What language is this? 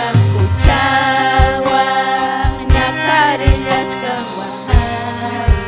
Ayacucho Quechua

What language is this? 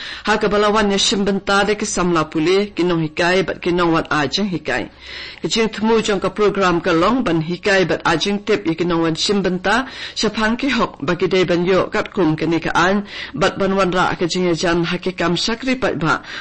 Khasi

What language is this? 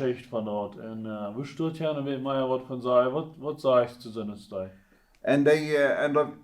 Plautdietsch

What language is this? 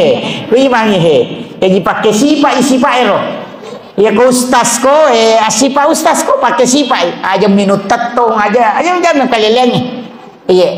Buginese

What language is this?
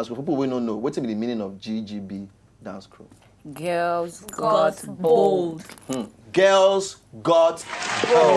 Nigerian Pidgin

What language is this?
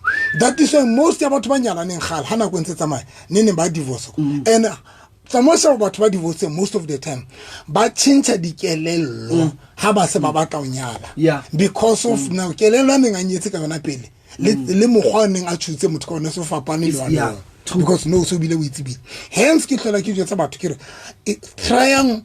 Southern Sotho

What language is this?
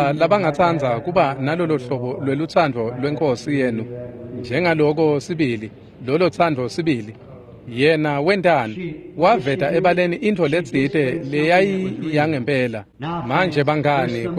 Swati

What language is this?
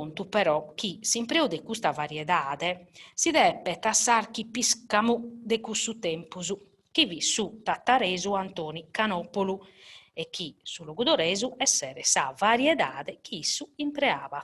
Sardinian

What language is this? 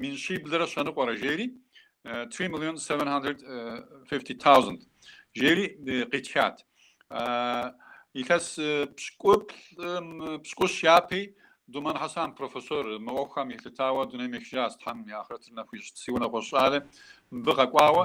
Kabardian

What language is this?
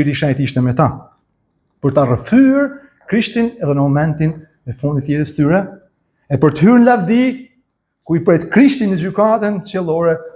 Albanian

